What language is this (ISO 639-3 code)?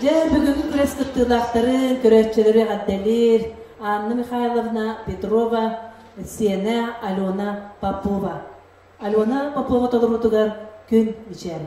sah